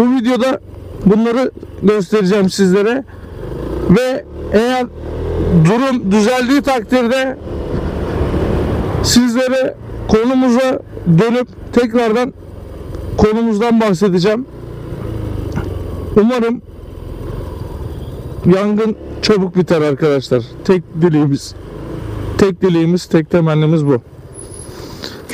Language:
Turkish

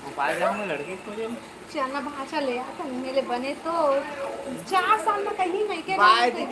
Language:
Chhattisgarhi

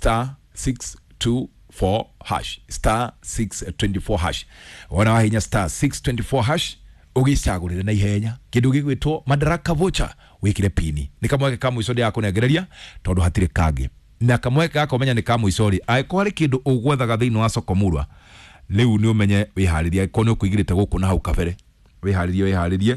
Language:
Kikuyu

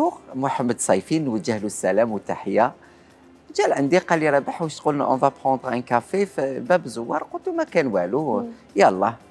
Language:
Algerian Arabic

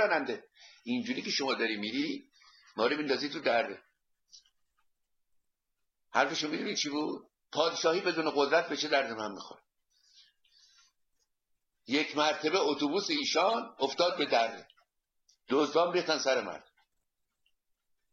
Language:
Persian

